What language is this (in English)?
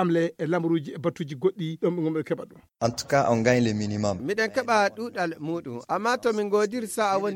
Fula